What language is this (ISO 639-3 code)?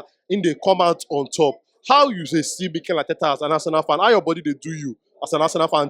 pcm